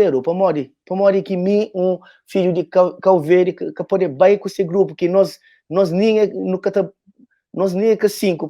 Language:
Kabuverdianu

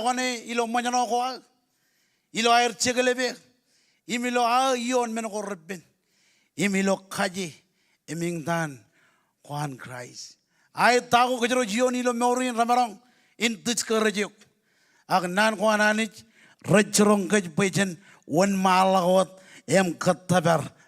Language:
Marshallese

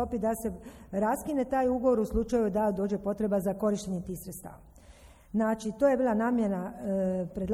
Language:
Croatian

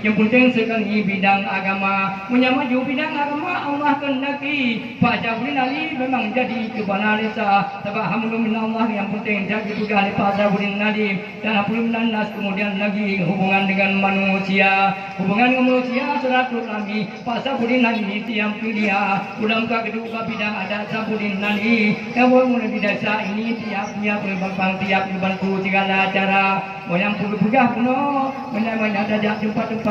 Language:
Achinese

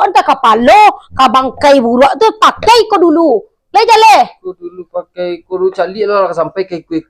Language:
Minangkabau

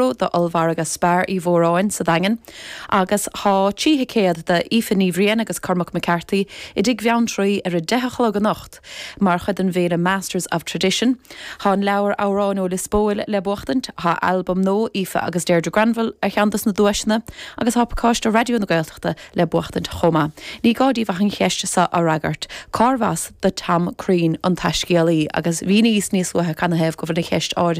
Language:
Irish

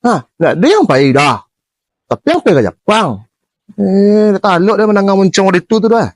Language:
Minangkabau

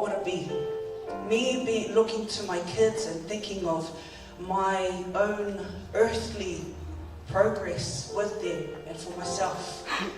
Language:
Samoan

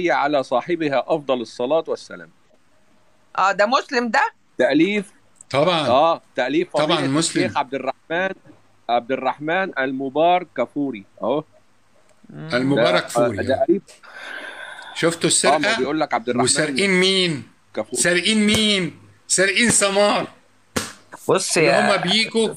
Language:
Egyptian Arabic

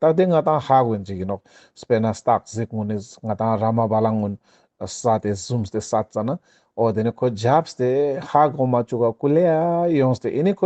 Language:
Ladakhi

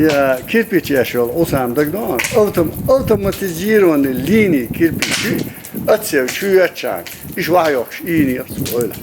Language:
Chechen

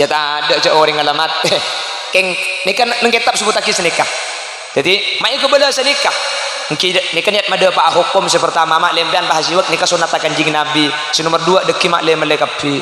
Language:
Madurese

